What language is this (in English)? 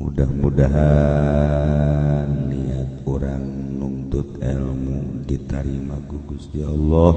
Sundanese